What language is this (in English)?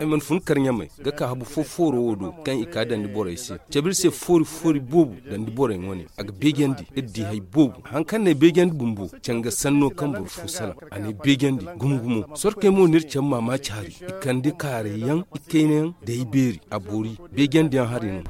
Zarma